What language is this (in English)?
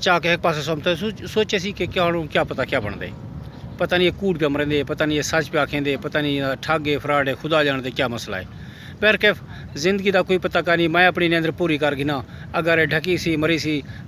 Saraiki